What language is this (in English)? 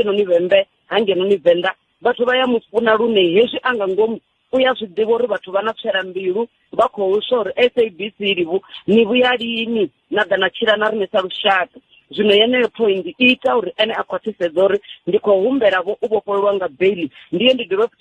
Venda